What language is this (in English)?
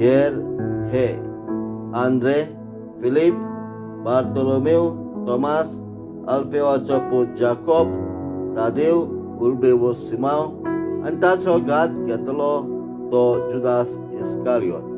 Konkani